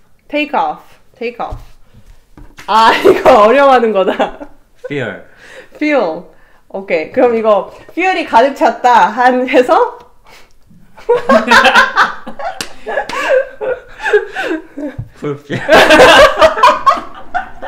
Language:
Korean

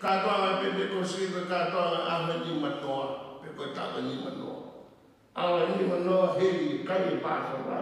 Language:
Tongan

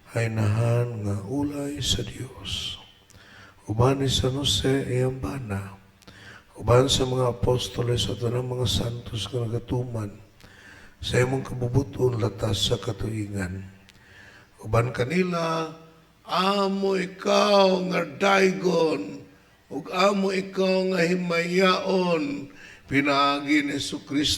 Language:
Cebuano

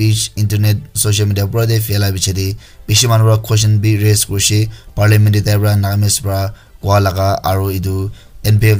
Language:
Naga Pidgin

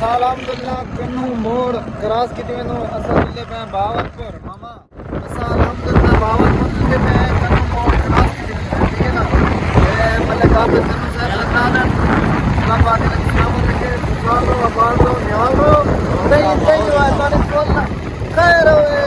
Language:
Saraiki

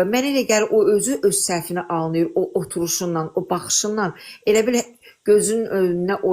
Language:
Azerbaijani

